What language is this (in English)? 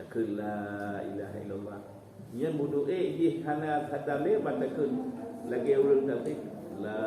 Achinese